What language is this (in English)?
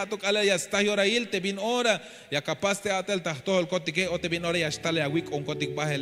Tzeltal